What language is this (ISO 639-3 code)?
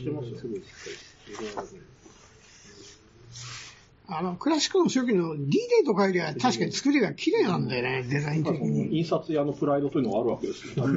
jpn